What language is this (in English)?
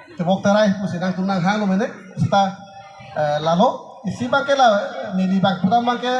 Karbi